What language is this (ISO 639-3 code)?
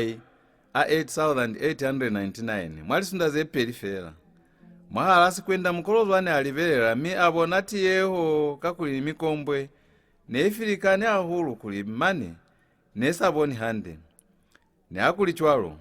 loz